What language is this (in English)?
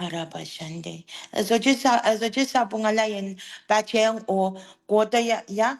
Pohnpeian